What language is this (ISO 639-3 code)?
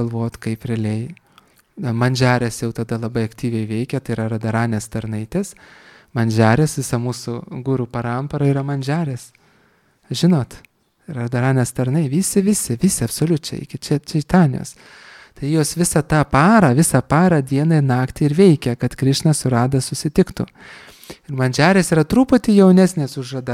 lit